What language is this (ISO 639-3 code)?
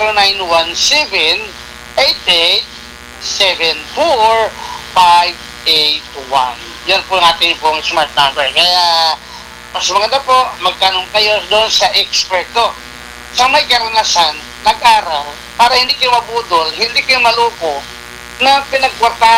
fil